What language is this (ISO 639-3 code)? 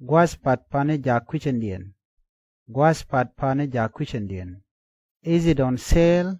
nus